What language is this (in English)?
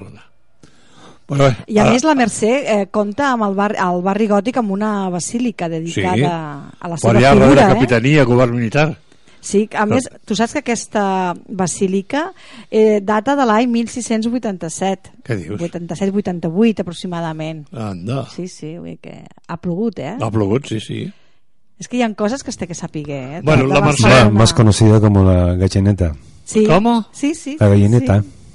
Catalan